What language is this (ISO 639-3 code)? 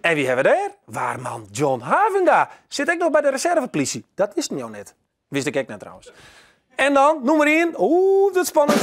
fry